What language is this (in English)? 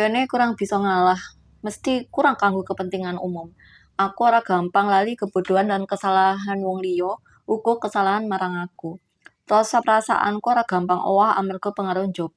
Javanese